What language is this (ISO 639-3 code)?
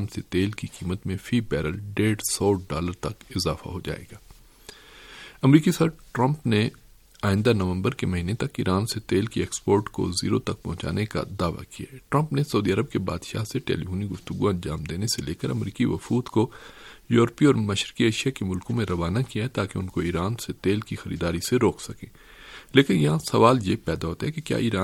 urd